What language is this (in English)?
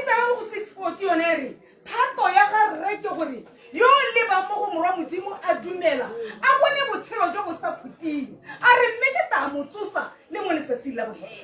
Tswana